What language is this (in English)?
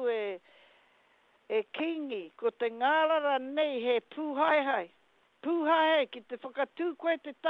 Māori